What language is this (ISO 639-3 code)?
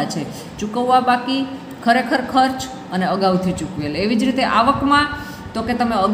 guj